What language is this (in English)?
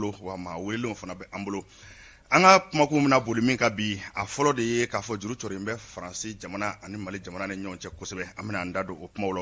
Bambara